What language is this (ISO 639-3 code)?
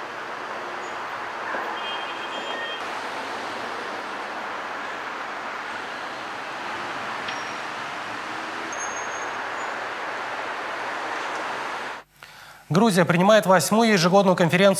rus